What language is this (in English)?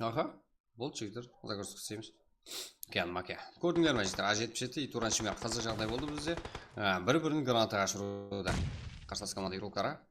Kara-Kalpak